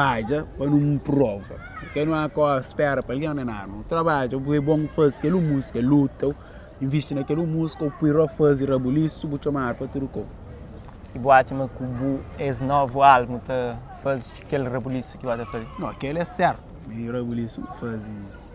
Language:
Kabuverdianu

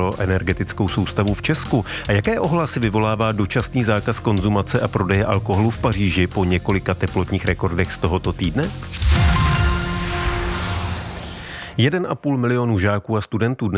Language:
Czech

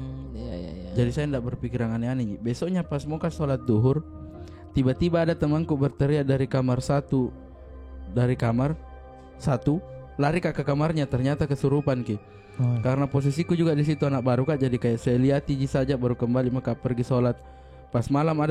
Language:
Makassar Malay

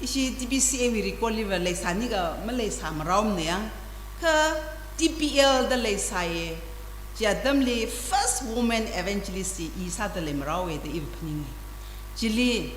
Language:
Tangkhul Naga (India)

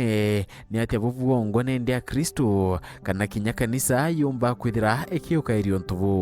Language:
Meru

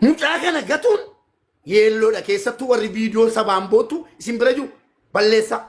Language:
Oromo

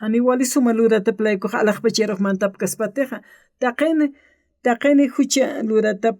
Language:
Aymara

